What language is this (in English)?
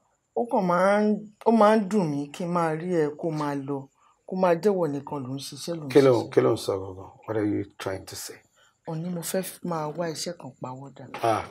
Yoruba